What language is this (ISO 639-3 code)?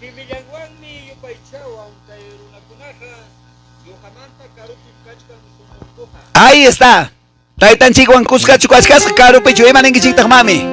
que